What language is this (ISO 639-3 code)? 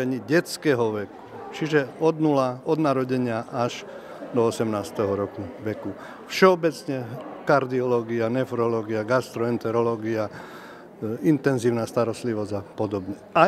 slk